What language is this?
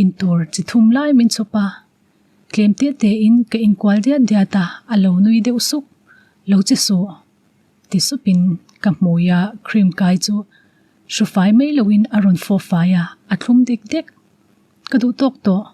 Mizo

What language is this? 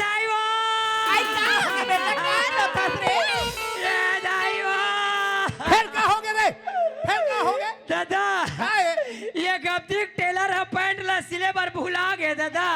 Chhattisgarhi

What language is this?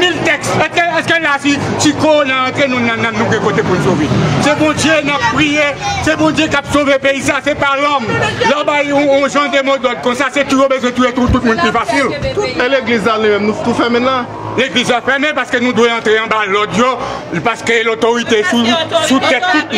Haitian Creole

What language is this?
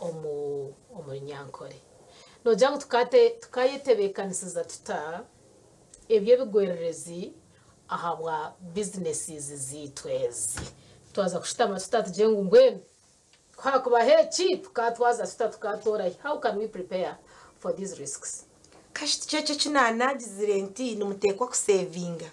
Nyankole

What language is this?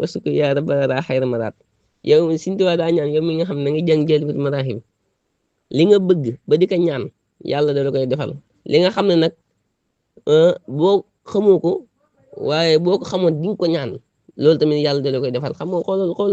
Wolof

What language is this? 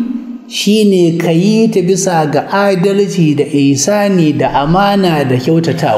Hausa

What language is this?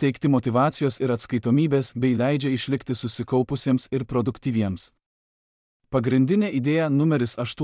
Lithuanian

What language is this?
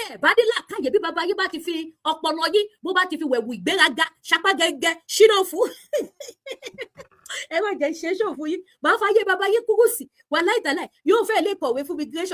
Yoruba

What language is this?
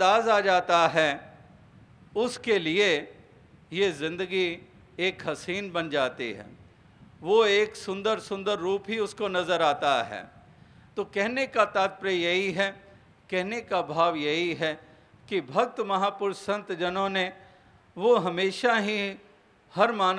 Hindi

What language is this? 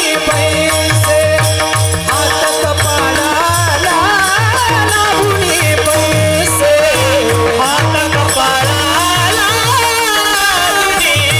Marathi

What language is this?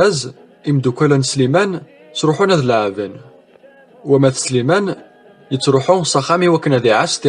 Kabyle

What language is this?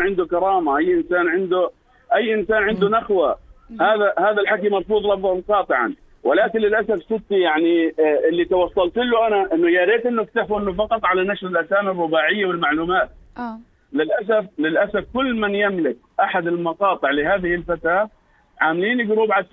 North Levantine Arabic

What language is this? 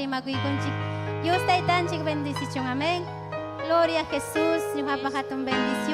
Ayacucho Quechua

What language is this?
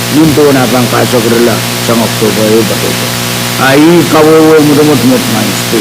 Pohnpeian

